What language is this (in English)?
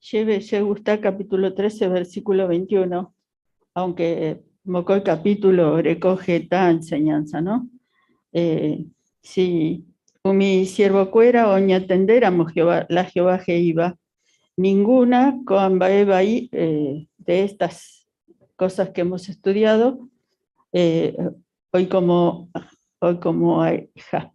Guarani